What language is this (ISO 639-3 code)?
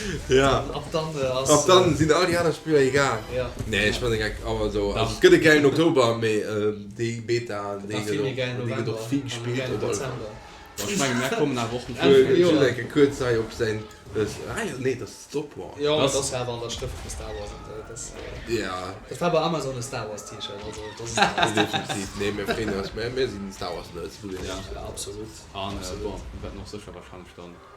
ltz